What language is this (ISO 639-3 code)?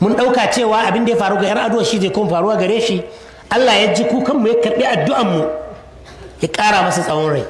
hau